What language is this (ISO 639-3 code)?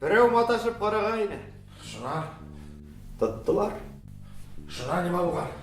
bak